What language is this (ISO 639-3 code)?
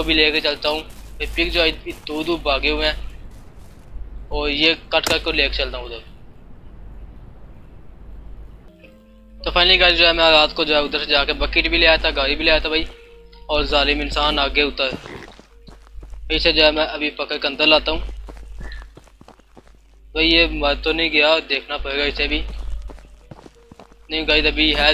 hin